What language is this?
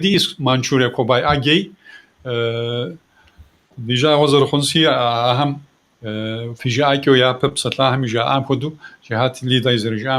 Kabardian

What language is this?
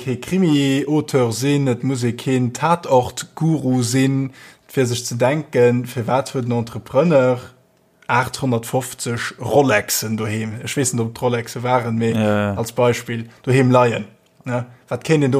Luxembourgish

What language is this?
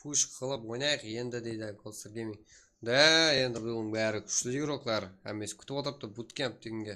Kara-Kalpak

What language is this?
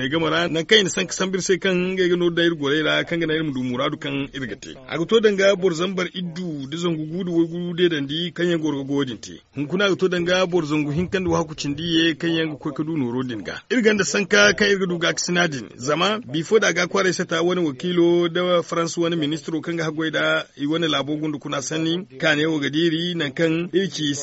Zarma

